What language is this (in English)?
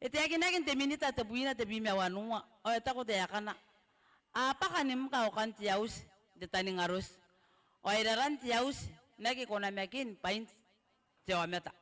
Gilbertese